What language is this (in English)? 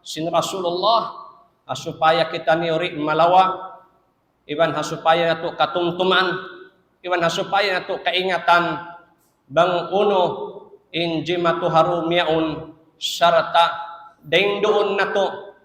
Tausug